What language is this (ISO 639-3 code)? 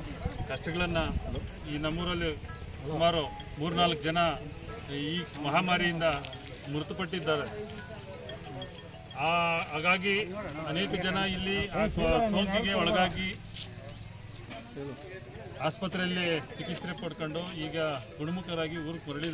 kan